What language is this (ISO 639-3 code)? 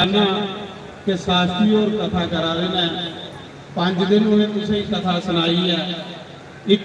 doi